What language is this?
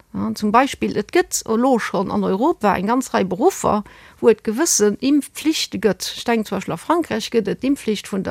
Luxembourgish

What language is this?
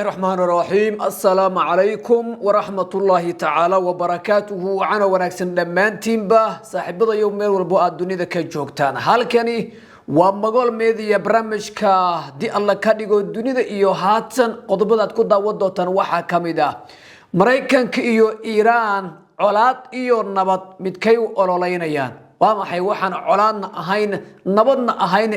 Somali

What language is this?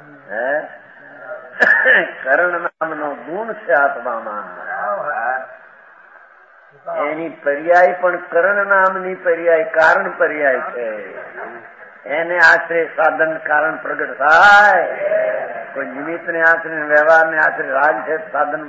Gujarati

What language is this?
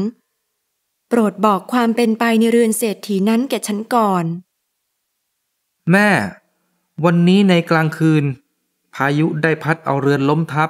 Thai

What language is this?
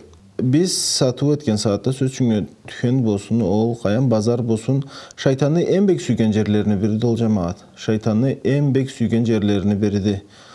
Karachay-Balkar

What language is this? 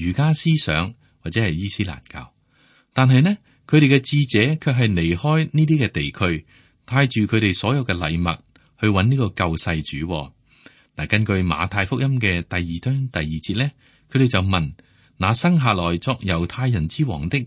Cantonese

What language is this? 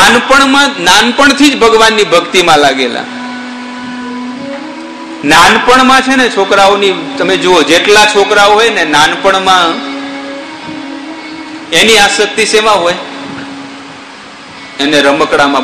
Gujarati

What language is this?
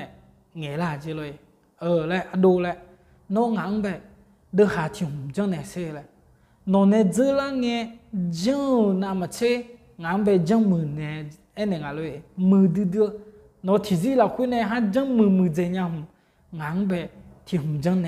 Akha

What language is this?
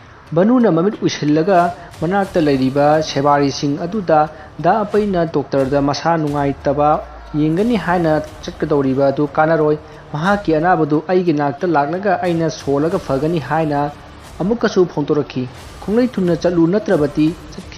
Manipuri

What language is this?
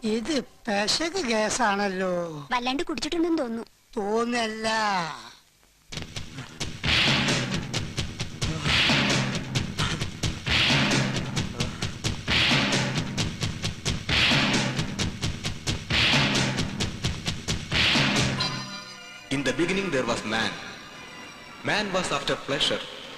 Malayalam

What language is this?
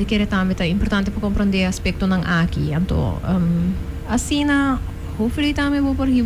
Papiamento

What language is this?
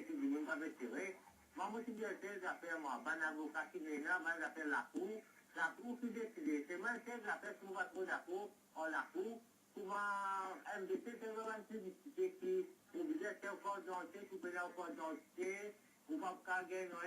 Morisyen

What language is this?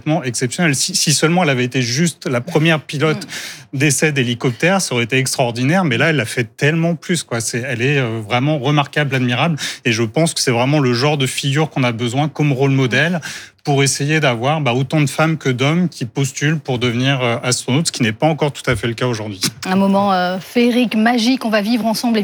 French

